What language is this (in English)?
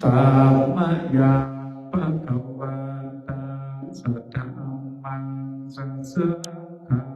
Pali